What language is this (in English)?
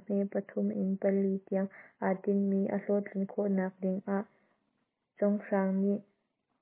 Hakha Chin